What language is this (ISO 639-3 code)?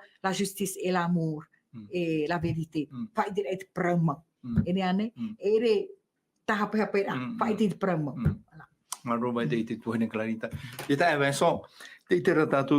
tah